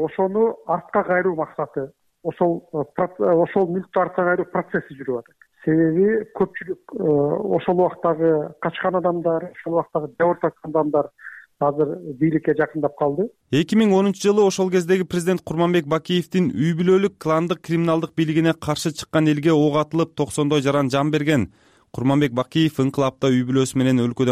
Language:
Kyrgyz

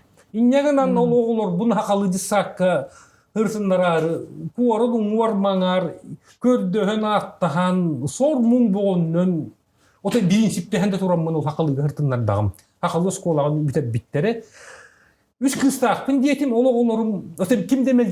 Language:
Yakut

